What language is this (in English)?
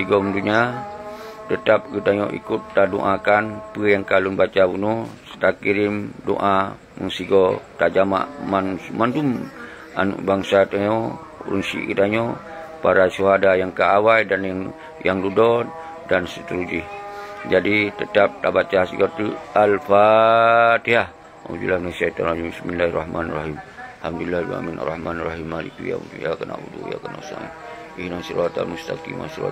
Achinese